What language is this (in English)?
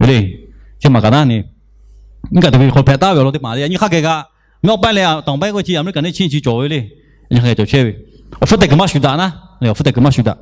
Lahu